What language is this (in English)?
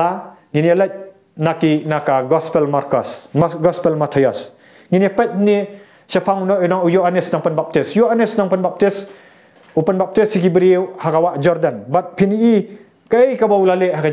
Khasi